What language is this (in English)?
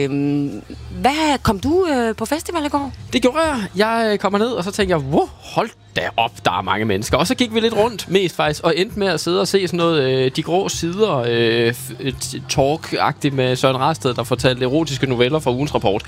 Danish